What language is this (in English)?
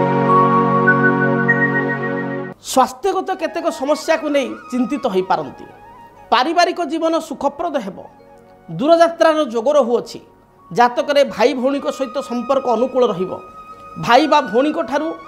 Odia